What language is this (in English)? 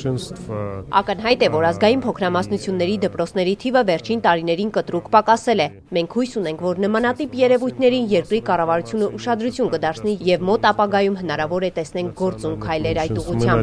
Armenian